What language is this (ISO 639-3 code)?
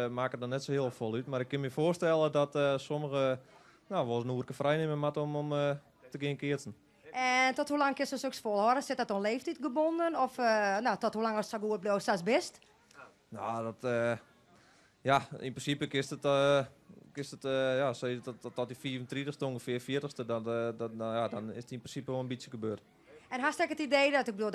fry